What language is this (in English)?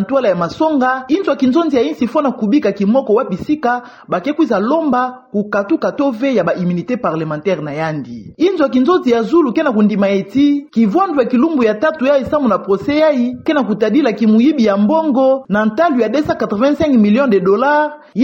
Kituba (Democratic Republic of Congo)